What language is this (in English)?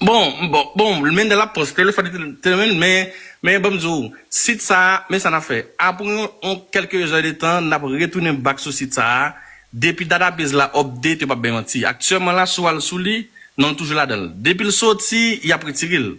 Haitian Creole